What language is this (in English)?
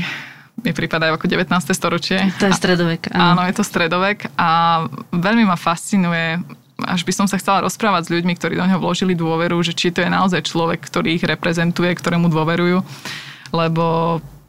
Slovak